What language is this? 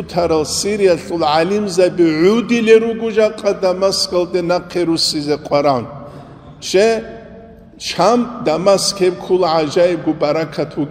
Avaric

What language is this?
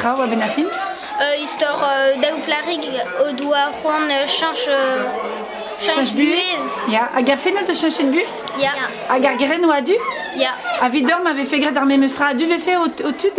Breton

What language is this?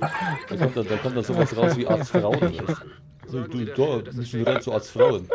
Bavarian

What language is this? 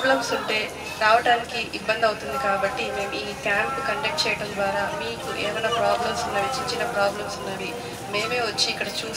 Telugu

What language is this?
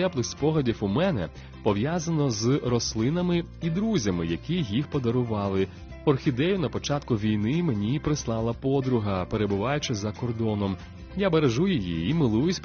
Ukrainian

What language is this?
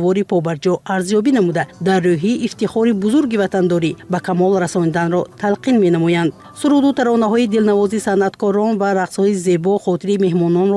Tajik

